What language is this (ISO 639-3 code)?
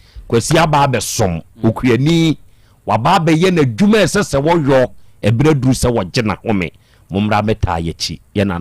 aka